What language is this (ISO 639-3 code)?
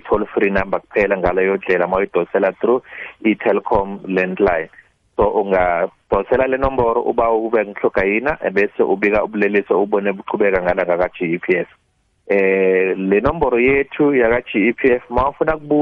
nbl